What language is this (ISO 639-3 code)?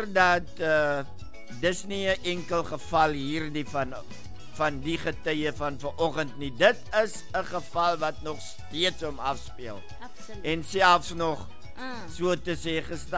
afr